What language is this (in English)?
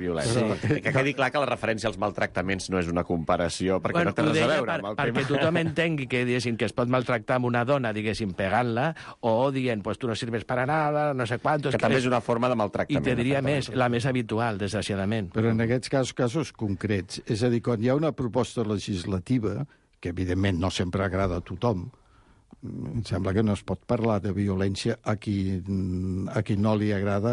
Catalan